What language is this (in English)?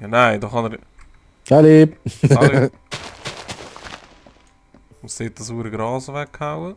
Swiss German